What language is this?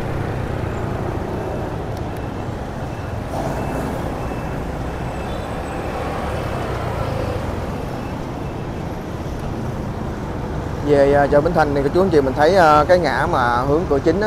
Vietnamese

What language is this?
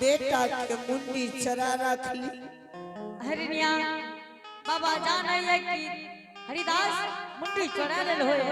Angika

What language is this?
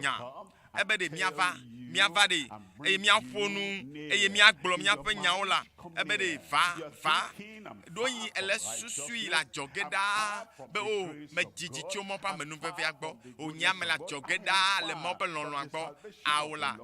Ewe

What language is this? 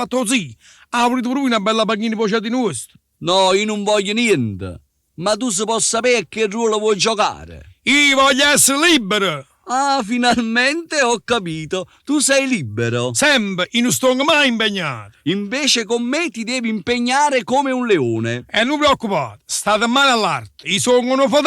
Neapolitan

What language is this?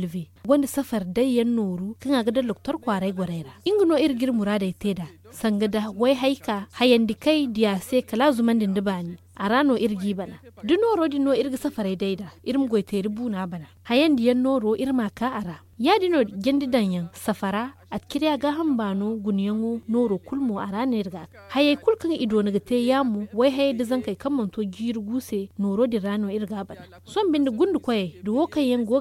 Zarma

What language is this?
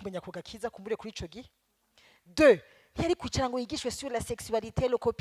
Rundi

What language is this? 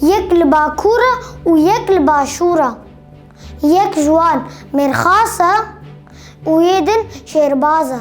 Kurdish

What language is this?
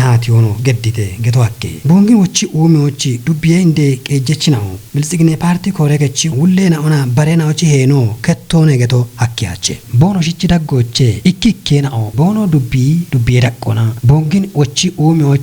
Kafa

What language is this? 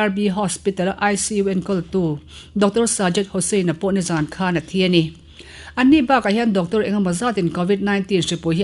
Mizo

